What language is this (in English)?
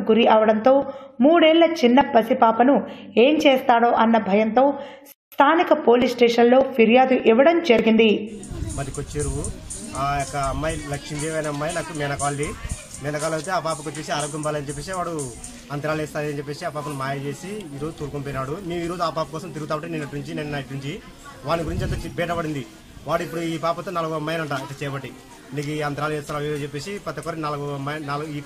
Telugu